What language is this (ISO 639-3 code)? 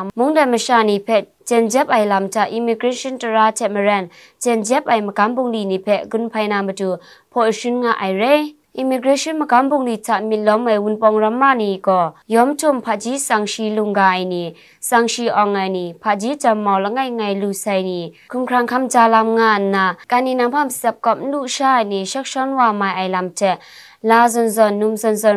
kac